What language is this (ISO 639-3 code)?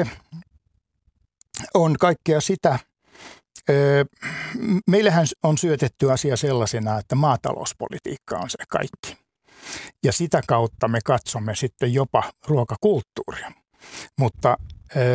fin